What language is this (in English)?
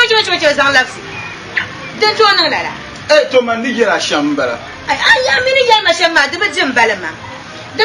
Dagbani